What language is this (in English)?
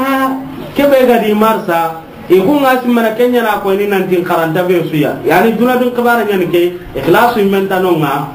Soninke